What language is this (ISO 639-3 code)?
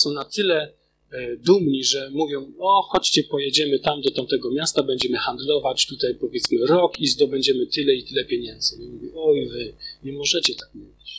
pol